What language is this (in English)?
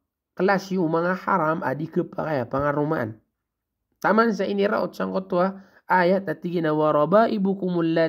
Maranao